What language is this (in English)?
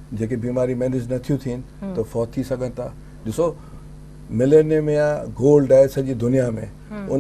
Sindhi